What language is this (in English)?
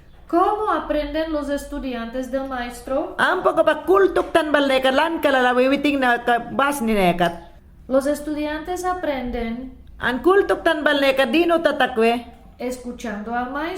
Mayangna